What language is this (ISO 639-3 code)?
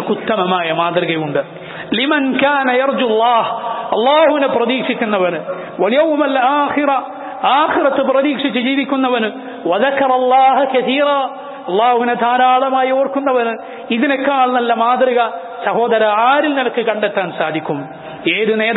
mal